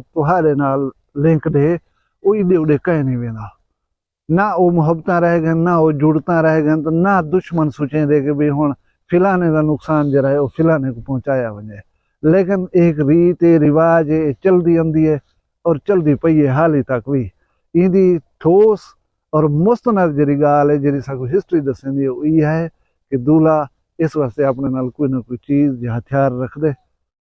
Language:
Saraiki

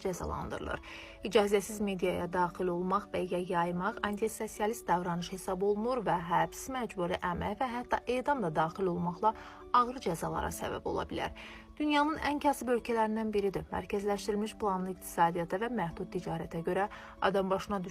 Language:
Azerbaijani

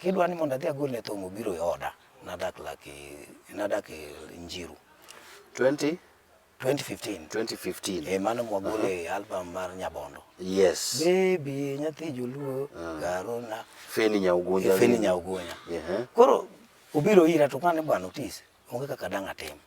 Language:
Luo (Kenya and Tanzania)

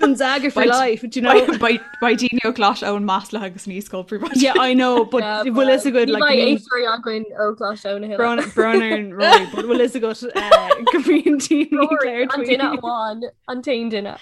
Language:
Irish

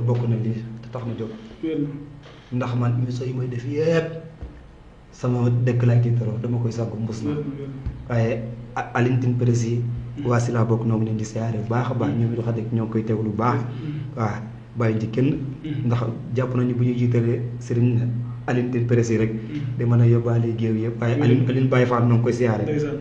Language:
Wolof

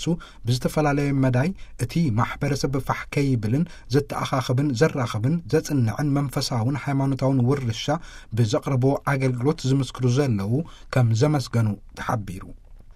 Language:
Tigrinya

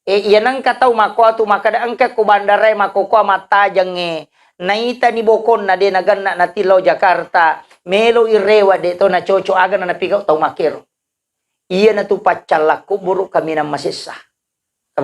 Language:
Buginese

